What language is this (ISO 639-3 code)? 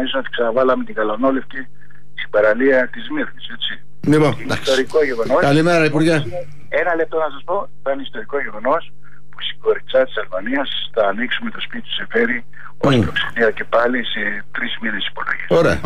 ell